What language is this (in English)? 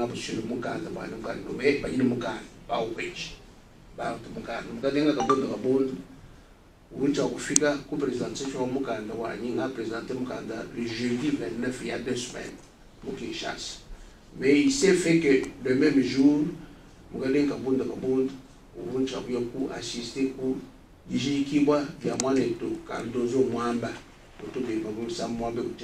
Luba-Lulua